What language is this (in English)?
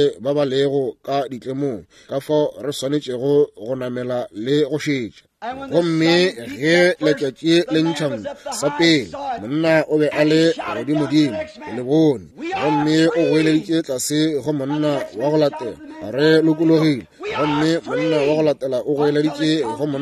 Northern Sotho